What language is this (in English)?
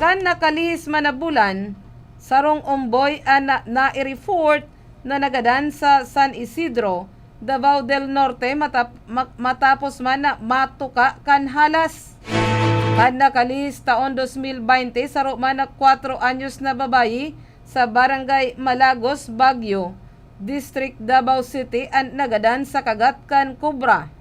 Bikol